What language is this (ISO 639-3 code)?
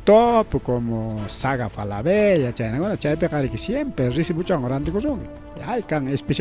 quy